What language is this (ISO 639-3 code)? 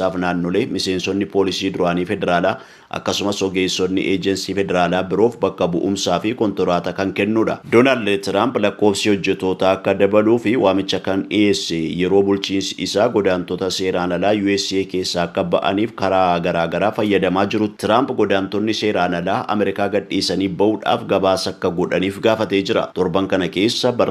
orm